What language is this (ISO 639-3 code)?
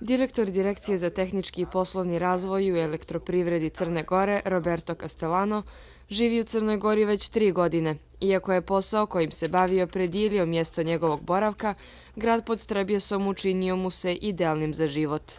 bos